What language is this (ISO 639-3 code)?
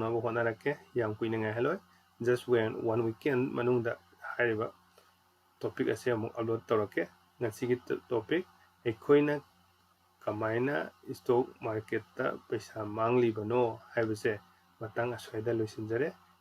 mni